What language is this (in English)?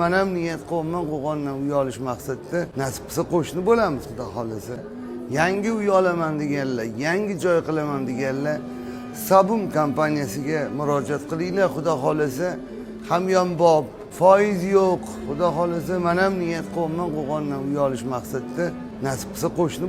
Uzbek